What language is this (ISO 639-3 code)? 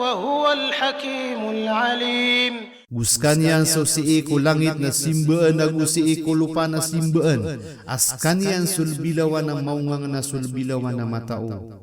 mrw